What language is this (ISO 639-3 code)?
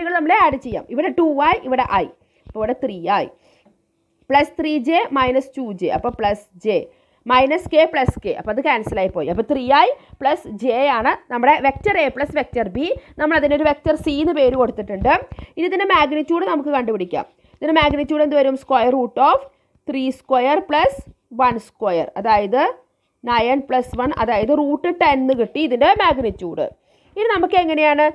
mal